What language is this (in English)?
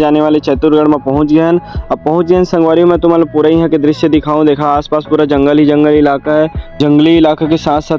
Chhattisgarhi